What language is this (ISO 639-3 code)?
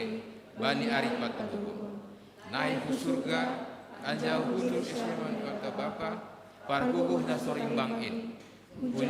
bts